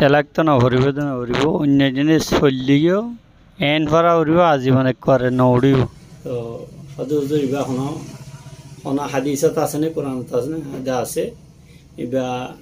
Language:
Rohingya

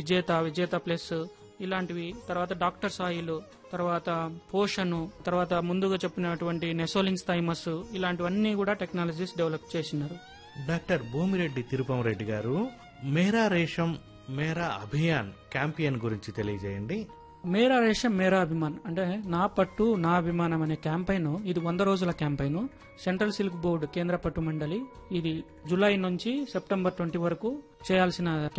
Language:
Telugu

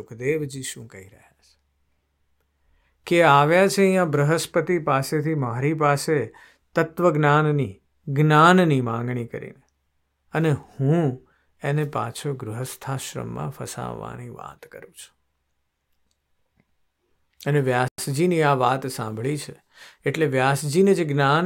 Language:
Gujarati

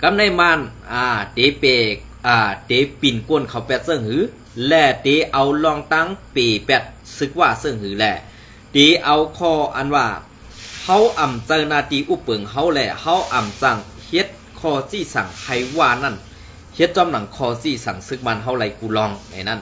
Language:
Shan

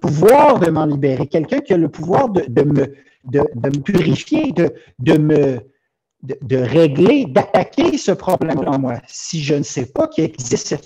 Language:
French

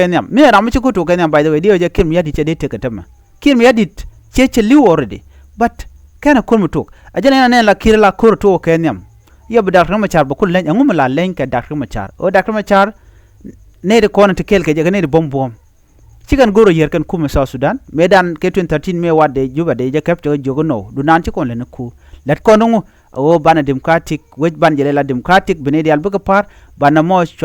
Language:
Nuer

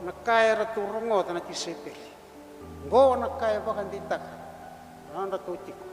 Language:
Fijian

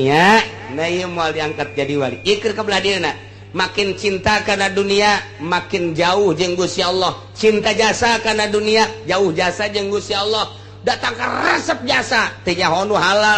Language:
Sundanese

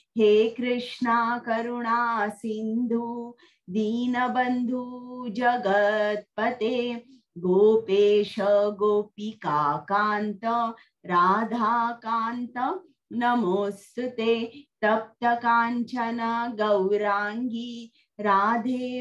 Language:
Marathi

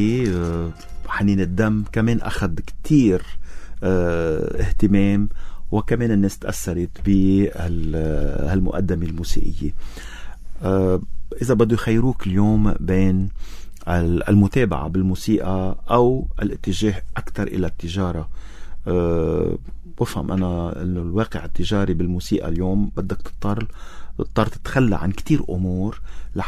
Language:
North Levantine Arabic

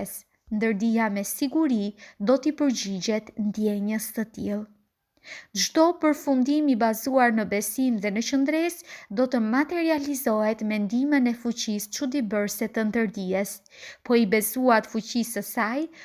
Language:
Albanian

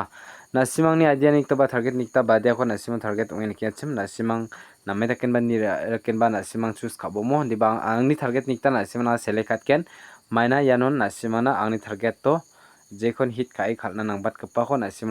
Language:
Garo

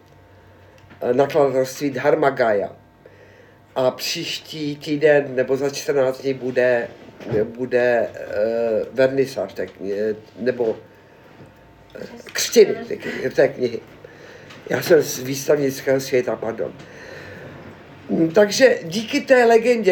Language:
Czech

